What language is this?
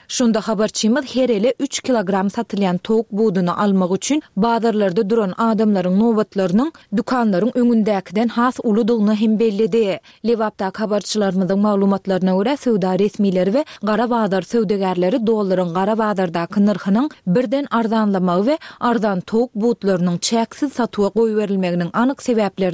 Turkmen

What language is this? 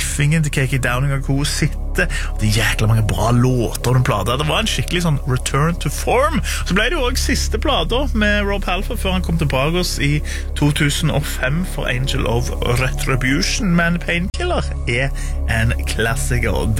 Norwegian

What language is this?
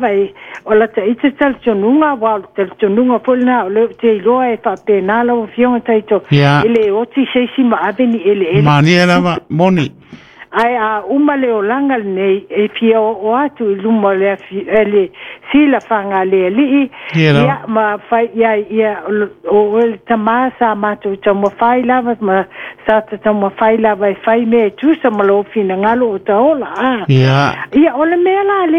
Samoan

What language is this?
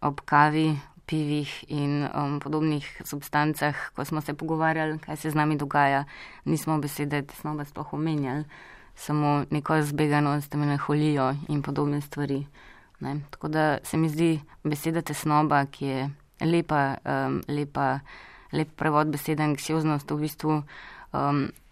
Slovenian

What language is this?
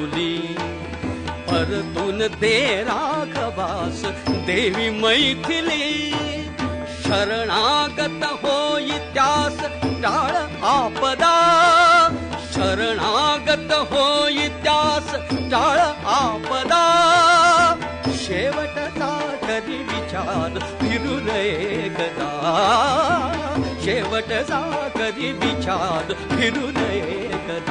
Marathi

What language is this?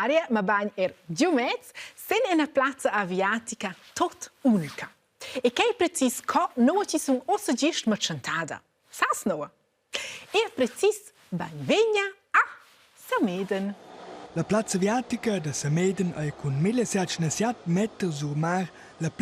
Romansh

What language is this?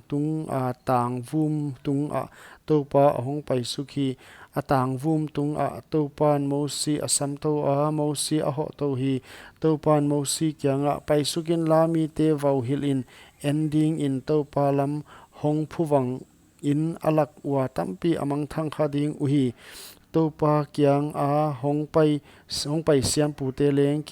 Paite Chin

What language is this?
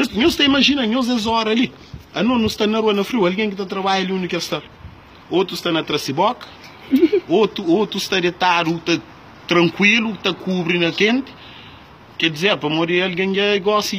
Kabuverdianu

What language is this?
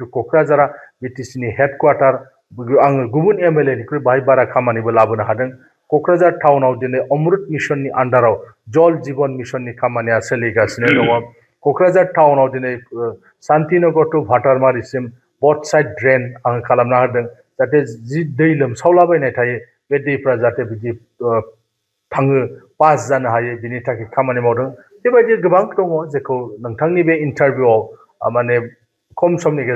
Bodo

